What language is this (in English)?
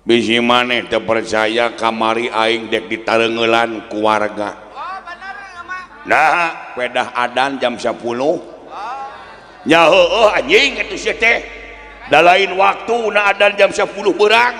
Sundanese